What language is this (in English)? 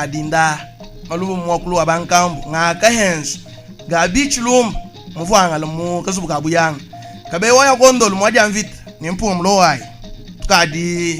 Luba-Lulua